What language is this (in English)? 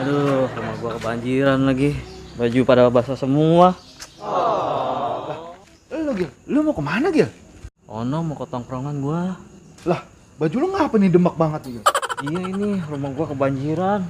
Betawi